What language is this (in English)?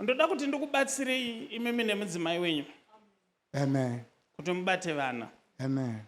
Shona